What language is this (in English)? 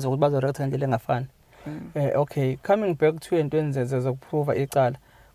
Zulu